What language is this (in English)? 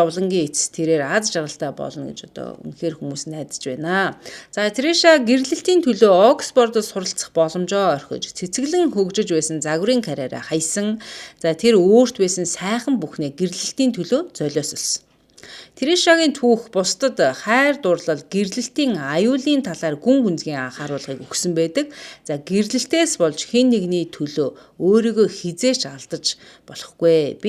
Mongolian